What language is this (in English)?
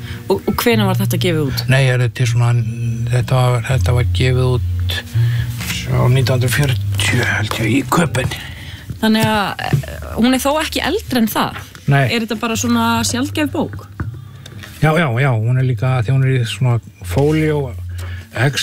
Icelandic